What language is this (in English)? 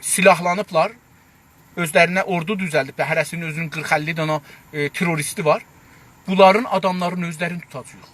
South Azerbaijani